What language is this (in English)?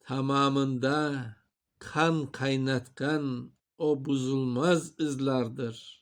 Crimean Tatar